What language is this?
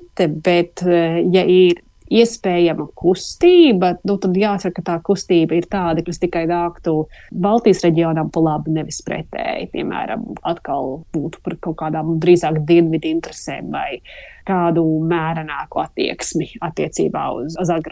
Latvian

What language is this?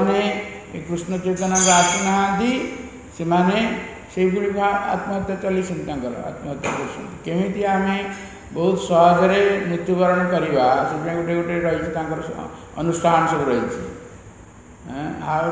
Odia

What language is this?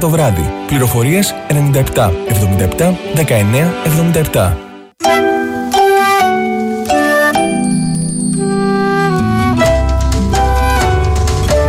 Greek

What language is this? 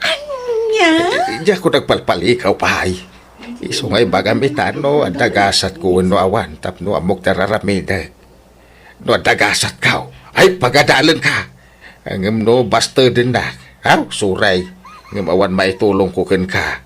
Iloko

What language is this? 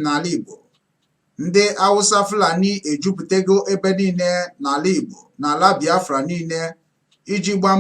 Igbo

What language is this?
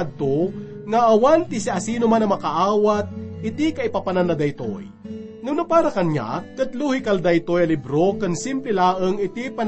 Iloko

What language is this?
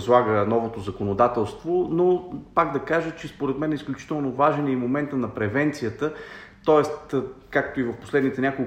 Bulgarian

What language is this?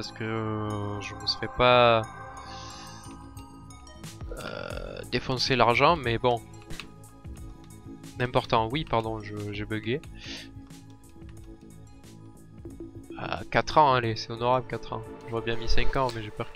French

